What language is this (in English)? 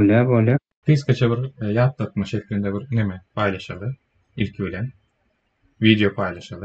Turkmen